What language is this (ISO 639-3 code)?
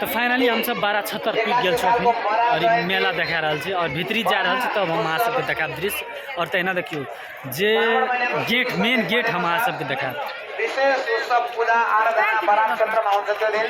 mai